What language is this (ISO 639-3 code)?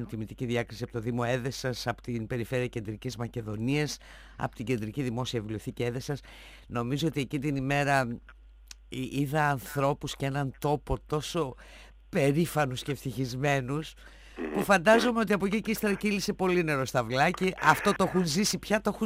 ell